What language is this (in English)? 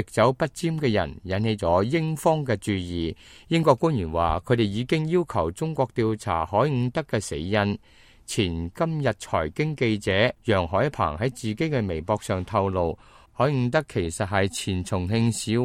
Cantonese